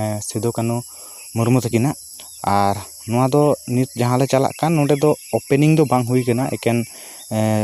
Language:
Santali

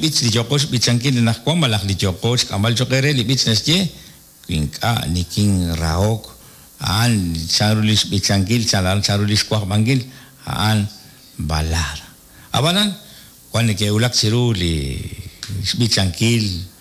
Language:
Kekchí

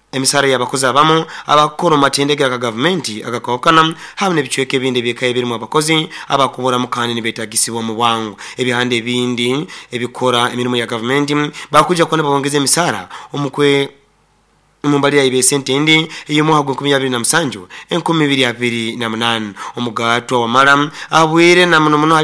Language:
Nyoro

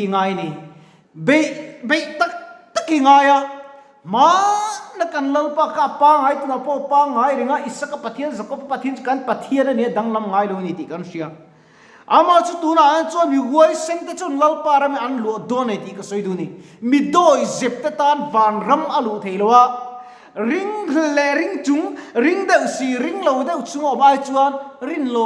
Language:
Mizo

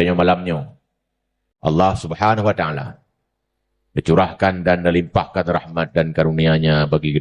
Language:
Achinese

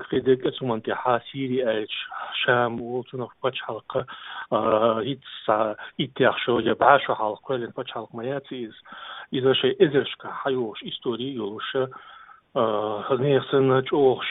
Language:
Chechen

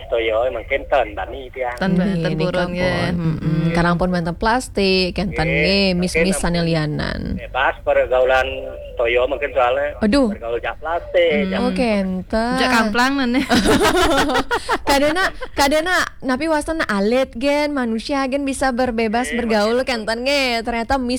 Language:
Balinese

